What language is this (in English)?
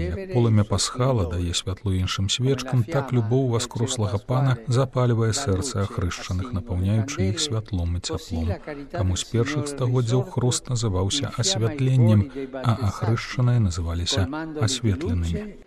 Belarusian